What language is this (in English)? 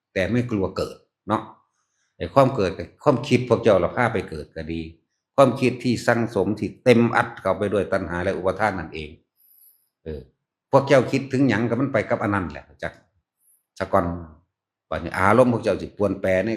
Northeastern Thai